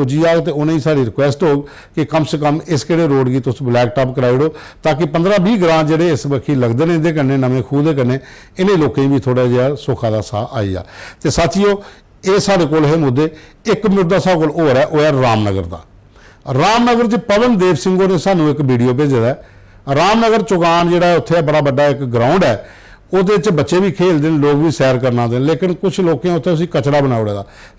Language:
Dogri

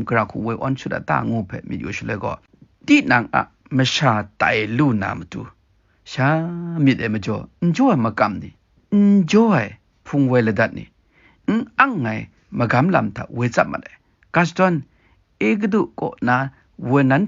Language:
Kachin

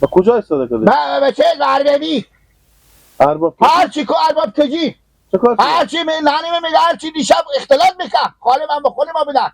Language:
Hazaragi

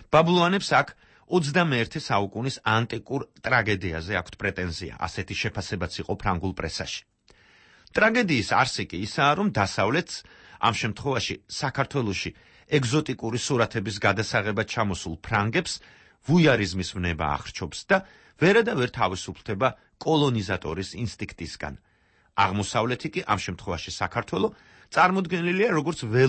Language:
Georgian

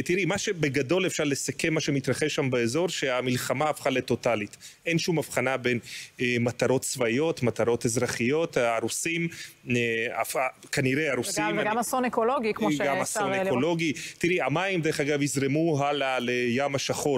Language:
Hebrew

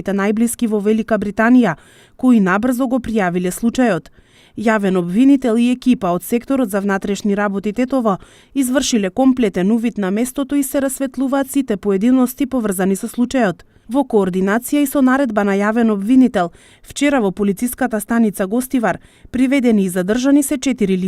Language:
Macedonian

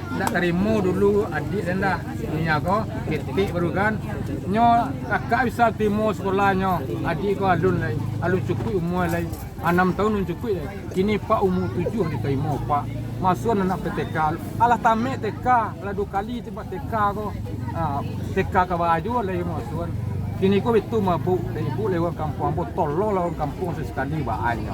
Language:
Minangkabau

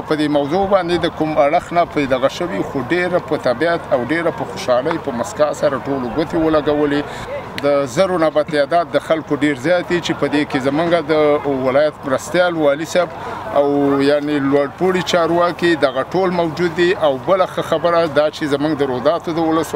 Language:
Pashto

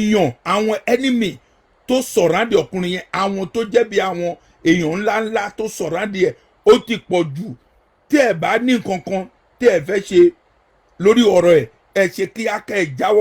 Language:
Yoruba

